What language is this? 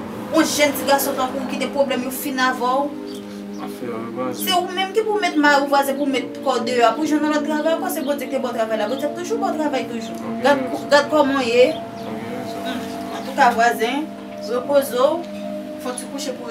Haitian Creole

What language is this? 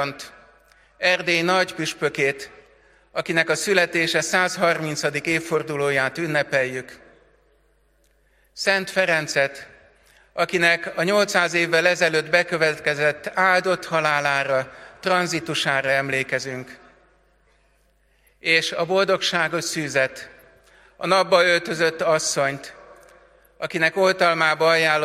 Hungarian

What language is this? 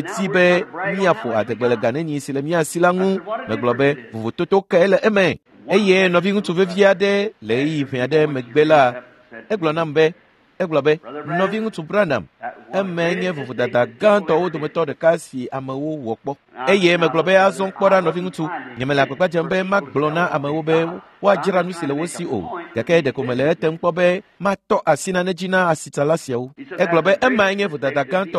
Ewe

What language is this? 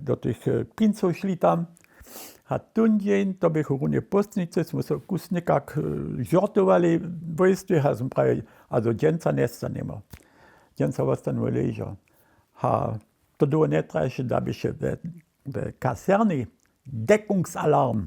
Upper Sorbian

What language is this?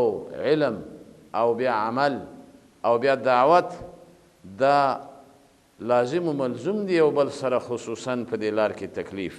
Pashto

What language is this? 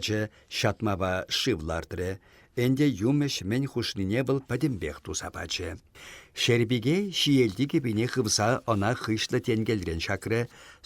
Chuvash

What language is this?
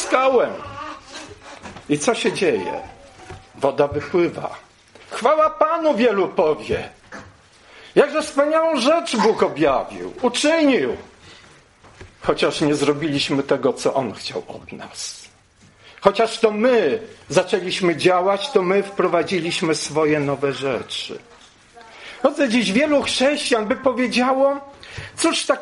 Polish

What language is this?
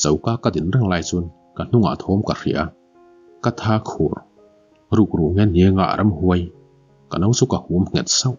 Mizo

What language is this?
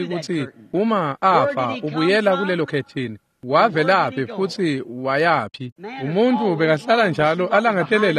Swati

